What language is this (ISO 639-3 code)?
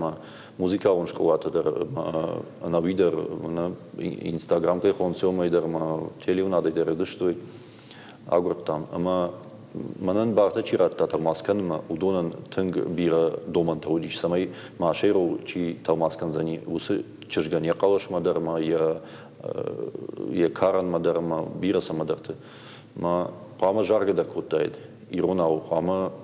oss